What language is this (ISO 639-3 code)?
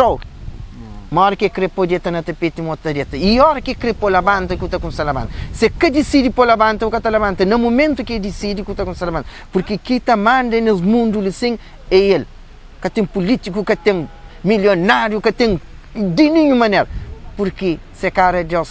kea